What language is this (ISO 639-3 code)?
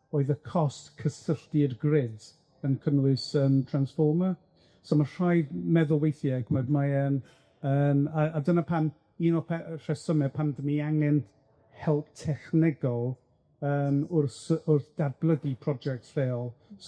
cym